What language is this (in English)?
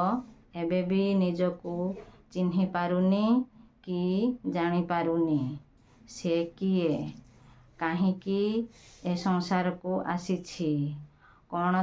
Odia